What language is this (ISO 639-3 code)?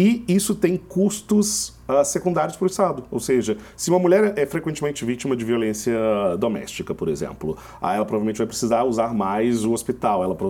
por